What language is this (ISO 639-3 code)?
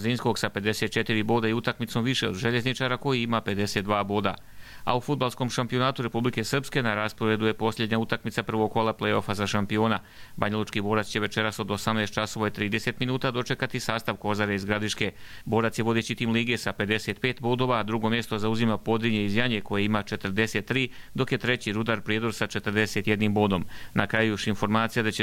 hrv